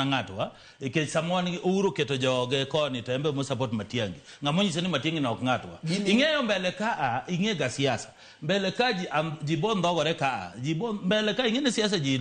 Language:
Luo (Kenya and Tanzania)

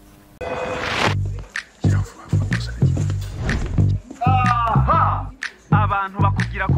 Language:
Kinyarwanda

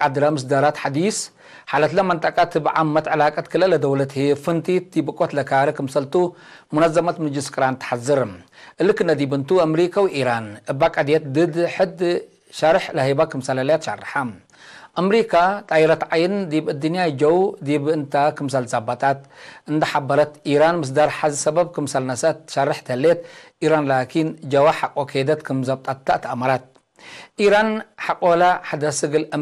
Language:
Tigre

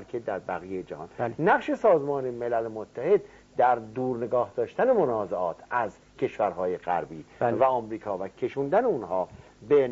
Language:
Persian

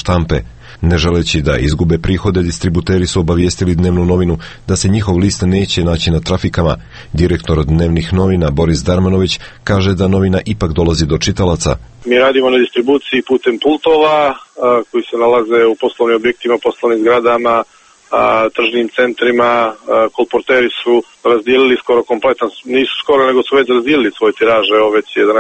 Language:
Serbian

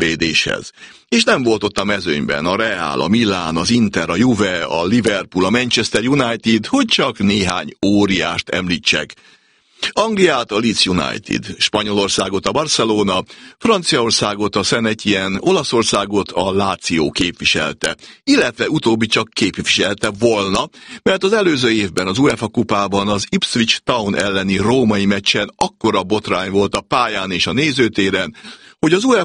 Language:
Hungarian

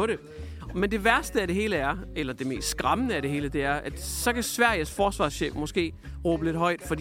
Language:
Danish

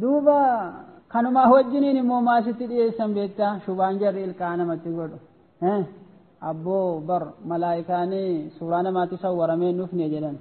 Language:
Oromo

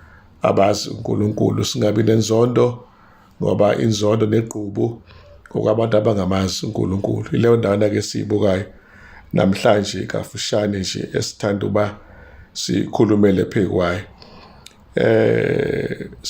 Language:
Zulu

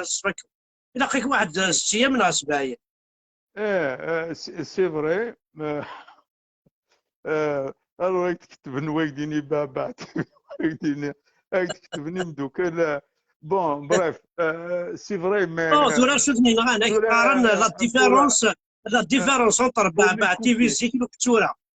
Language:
Kabyle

